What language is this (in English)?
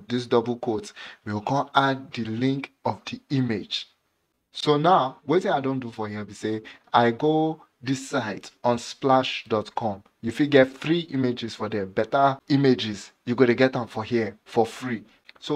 Nigerian Pidgin